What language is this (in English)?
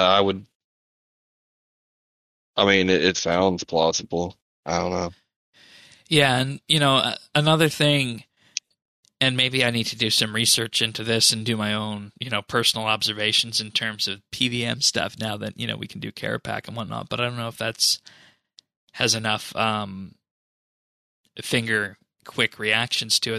English